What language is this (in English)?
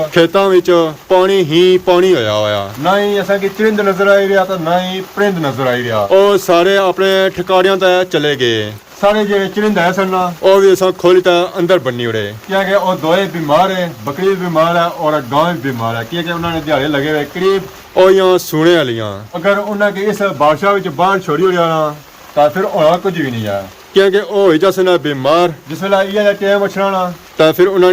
Pahari-Potwari